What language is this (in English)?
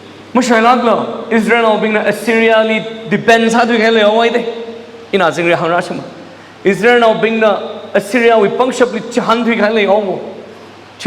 Tangkhul Naga (India)